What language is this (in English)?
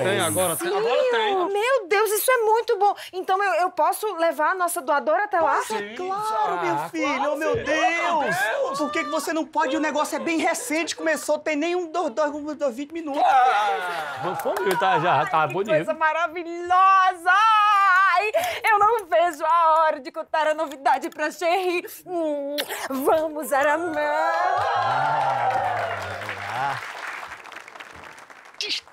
Portuguese